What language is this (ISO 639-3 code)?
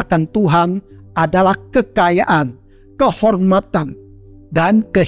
ind